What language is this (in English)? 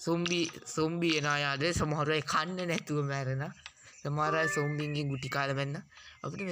Sinhala